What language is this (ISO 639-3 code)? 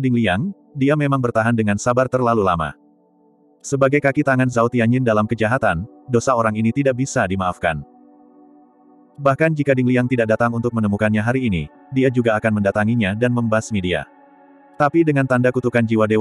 ind